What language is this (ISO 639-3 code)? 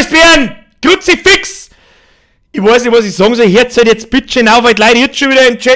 bar